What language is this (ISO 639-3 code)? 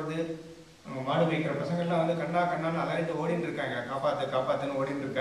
tam